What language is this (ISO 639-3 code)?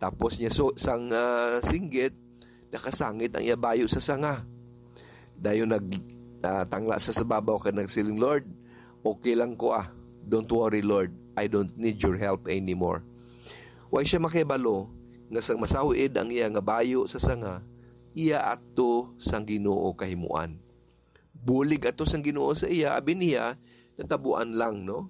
hil